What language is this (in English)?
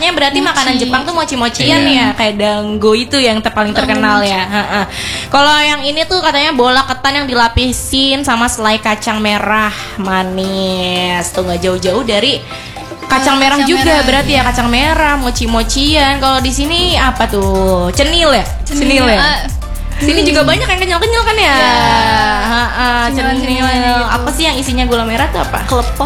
Indonesian